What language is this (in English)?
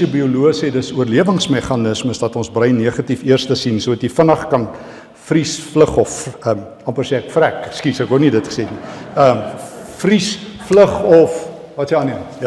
Afrikaans